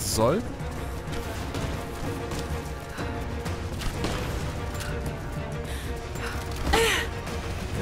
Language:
German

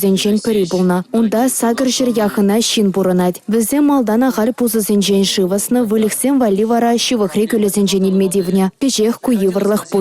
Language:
Chuvash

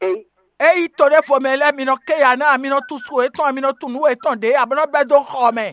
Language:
Fon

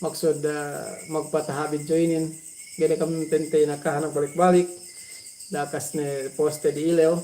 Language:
Yakan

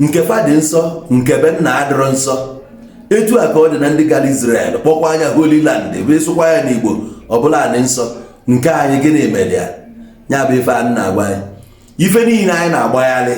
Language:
Igbo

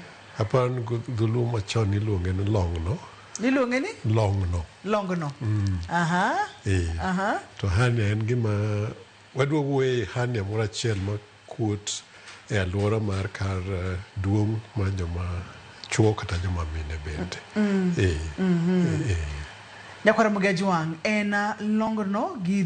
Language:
Luo (Kenya and Tanzania)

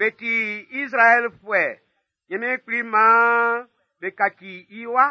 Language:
Baoulé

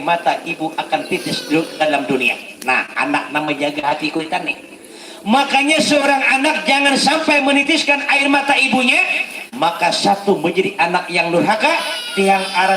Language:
Banjar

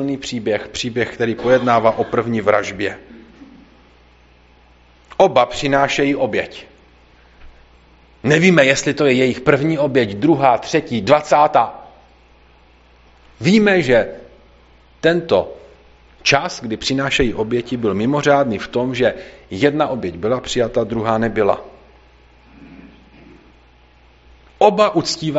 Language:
Czech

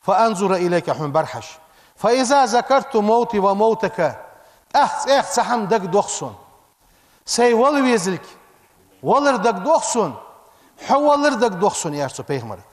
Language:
Ingush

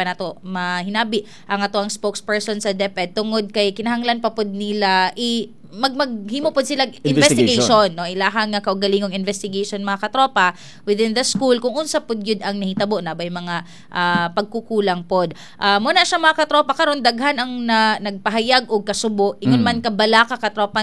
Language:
Cebuano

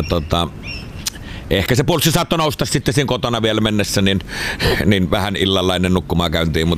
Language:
Finnish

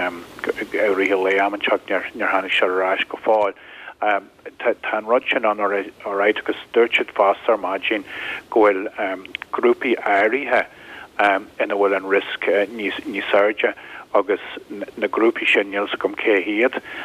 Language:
Irish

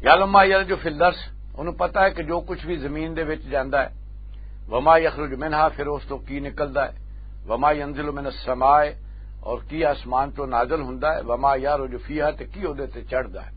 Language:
Western Panjabi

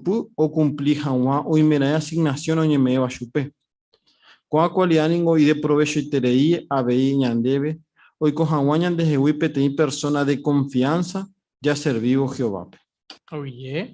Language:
Guarani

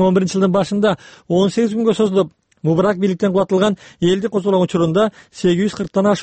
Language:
Kyrgyz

